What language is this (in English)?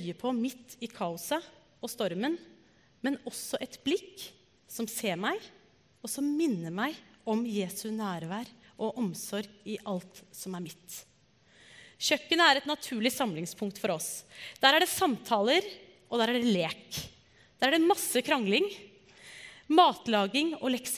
Norwegian